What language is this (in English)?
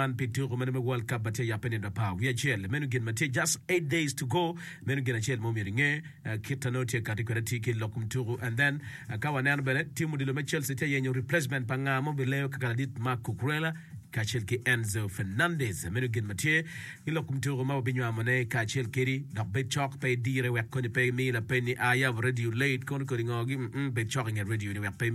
Acoli